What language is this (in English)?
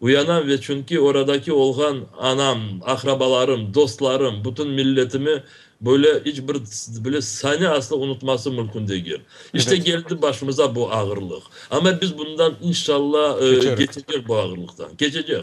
Crimean Tatar